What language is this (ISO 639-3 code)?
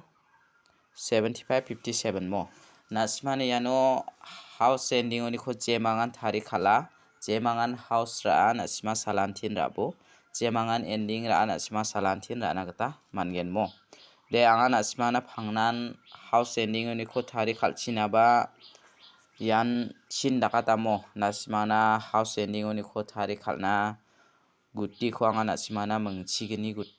grt